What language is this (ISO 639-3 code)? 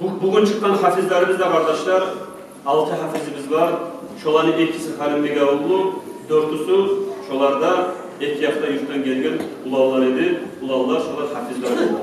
kum